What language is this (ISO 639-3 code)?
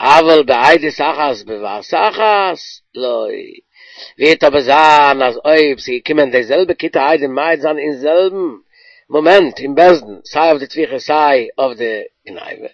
yid